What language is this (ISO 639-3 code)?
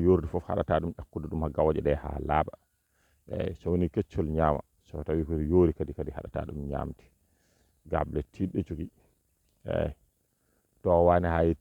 ful